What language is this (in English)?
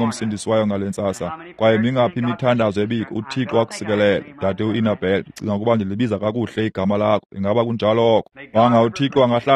Xhosa